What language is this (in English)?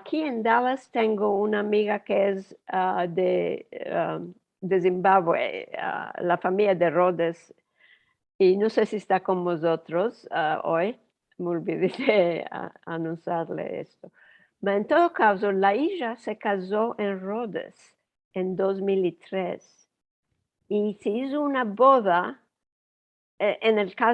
Ladino